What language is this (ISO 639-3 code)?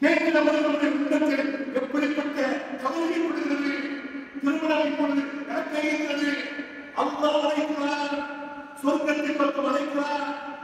tam